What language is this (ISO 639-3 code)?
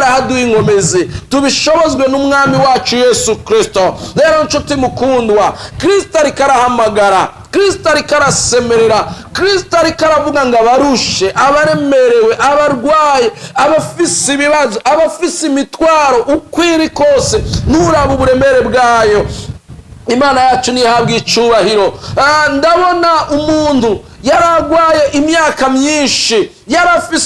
run